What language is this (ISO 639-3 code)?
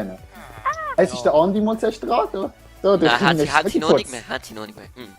gsw